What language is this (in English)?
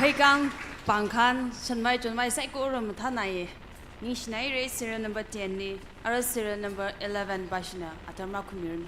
Tangkhul Naga (India)